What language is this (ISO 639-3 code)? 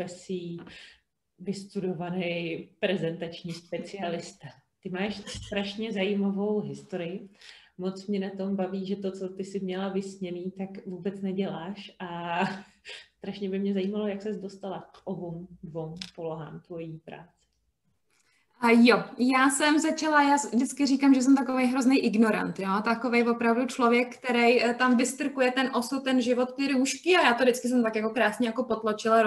ces